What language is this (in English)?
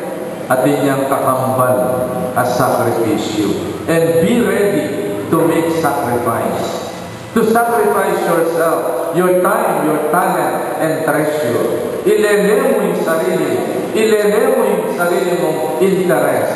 Pampanga